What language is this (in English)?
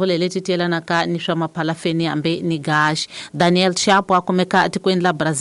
Tsonga